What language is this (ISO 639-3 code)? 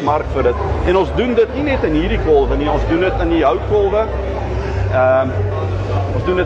afr